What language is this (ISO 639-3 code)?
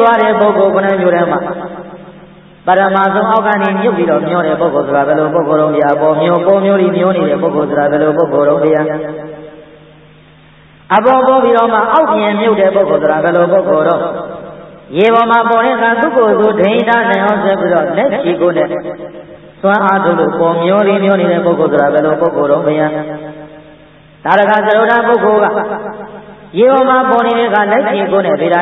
mya